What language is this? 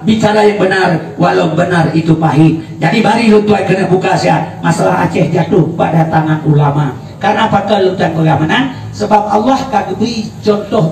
Achinese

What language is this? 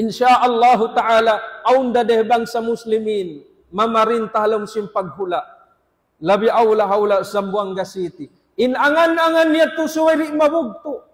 Tausug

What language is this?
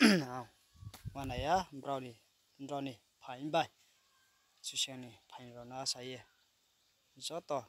Riang (India)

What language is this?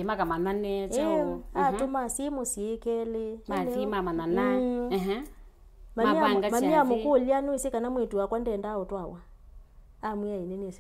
Kamba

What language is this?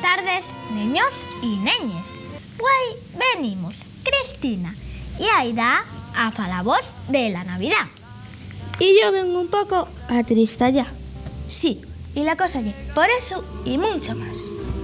Asturian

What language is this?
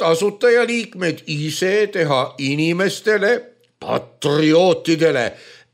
Estonian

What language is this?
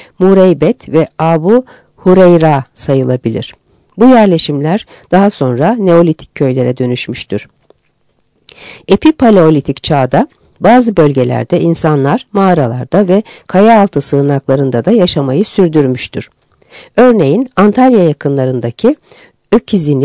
Turkish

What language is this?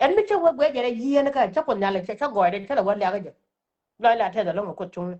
Nuer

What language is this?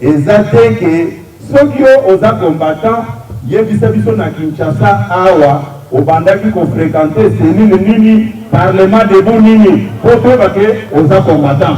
Lingala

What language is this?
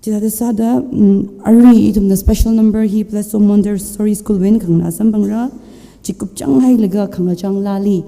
Tangkhul Naga (India)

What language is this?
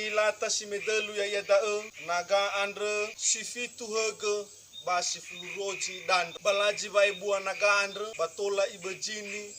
Nias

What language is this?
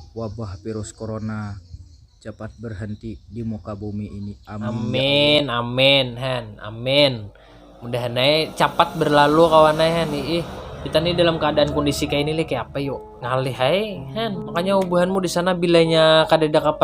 Banjar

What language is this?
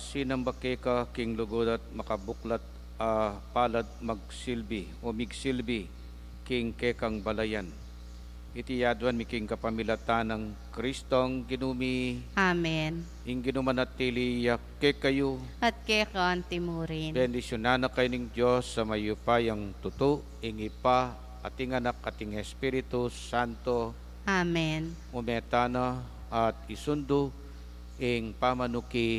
Pampanga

